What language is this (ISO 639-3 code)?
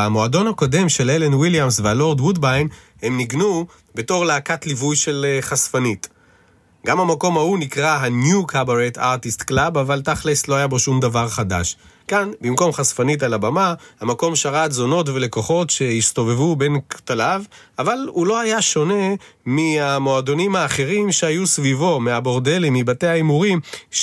heb